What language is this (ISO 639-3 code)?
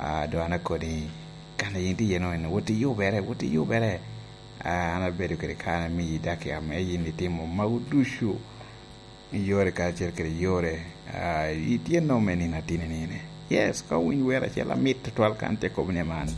laj